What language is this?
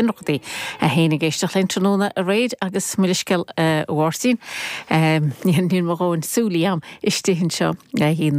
Irish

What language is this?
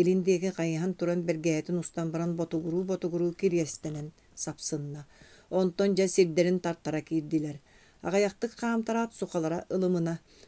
Yakut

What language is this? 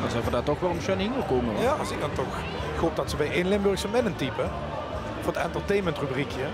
Limburgish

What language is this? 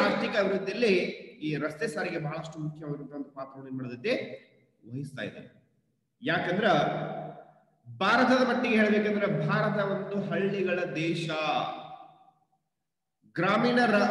Kannada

